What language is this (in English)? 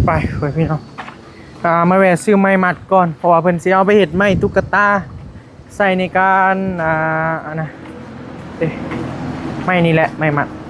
Northeastern Thai